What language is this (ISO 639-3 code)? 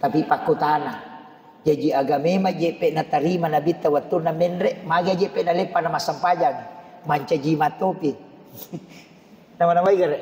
bug